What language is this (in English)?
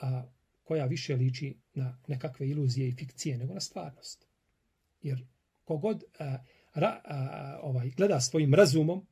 Bosnian